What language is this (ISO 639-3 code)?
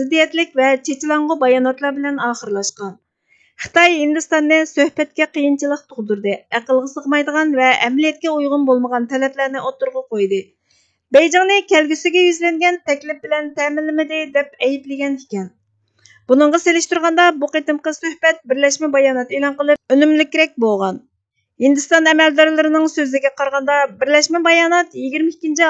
uig